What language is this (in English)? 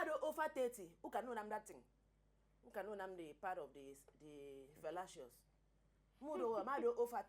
Nigerian Pidgin